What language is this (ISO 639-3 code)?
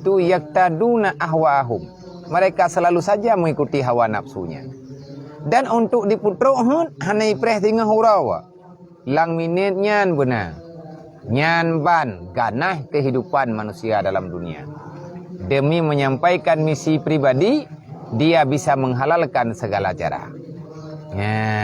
ace